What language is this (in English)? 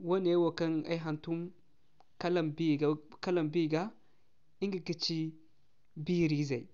Zarma